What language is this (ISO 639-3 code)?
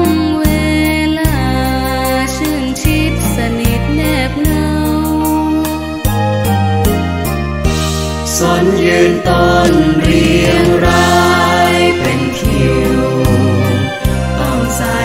tha